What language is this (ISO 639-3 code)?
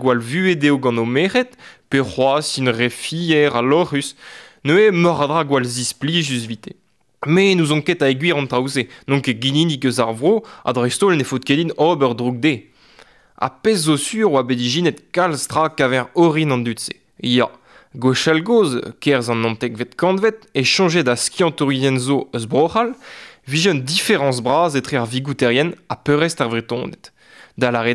bre